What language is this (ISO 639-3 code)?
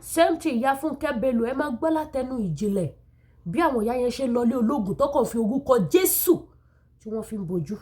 yor